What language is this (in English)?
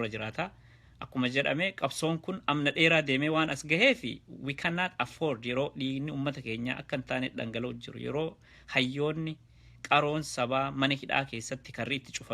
Oromo